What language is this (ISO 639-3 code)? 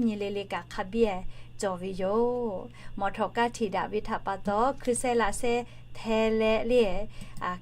lhu